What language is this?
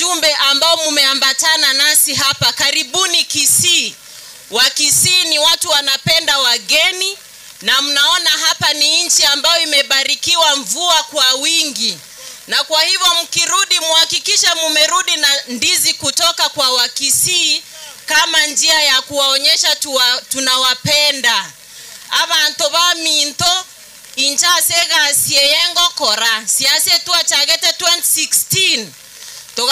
Gusii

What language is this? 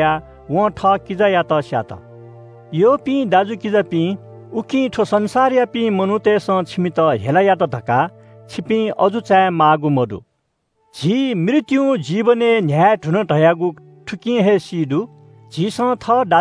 Newari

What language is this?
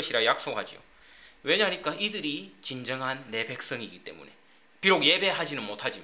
Korean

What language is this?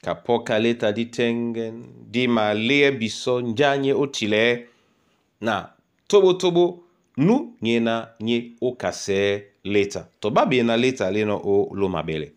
Duala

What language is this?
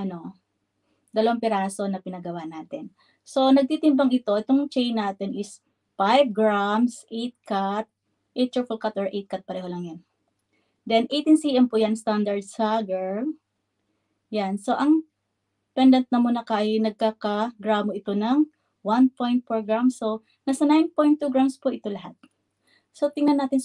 Filipino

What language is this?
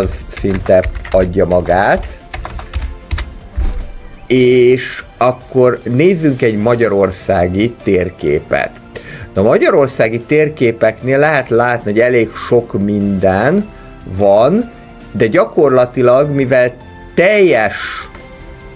Hungarian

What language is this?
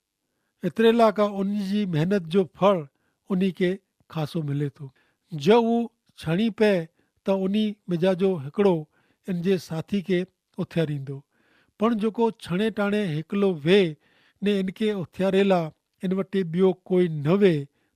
Kachhi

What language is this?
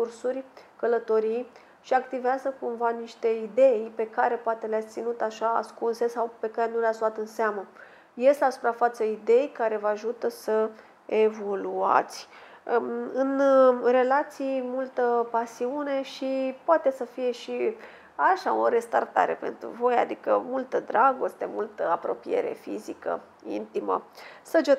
Romanian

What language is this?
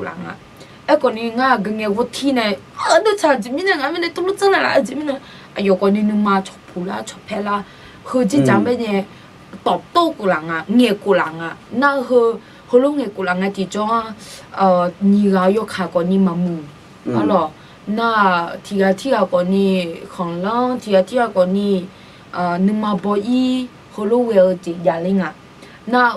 Akha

